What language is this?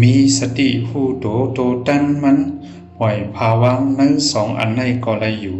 Shan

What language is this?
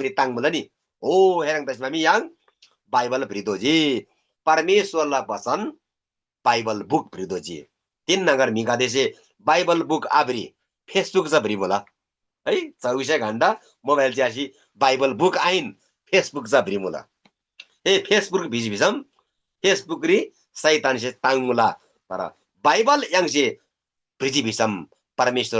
Eastern Tamang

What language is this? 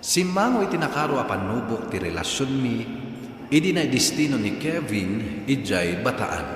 Iloko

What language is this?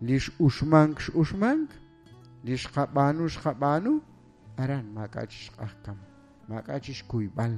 Kekchí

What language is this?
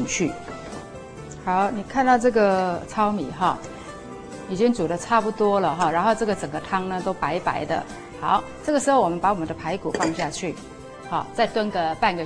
Chinese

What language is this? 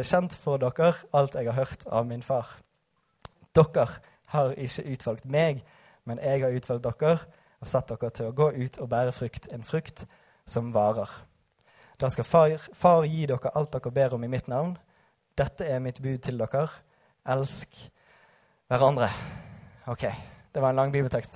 Norwegian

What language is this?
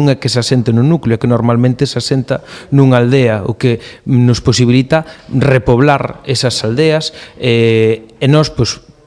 Galician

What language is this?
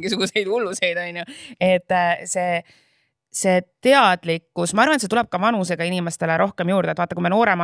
Estonian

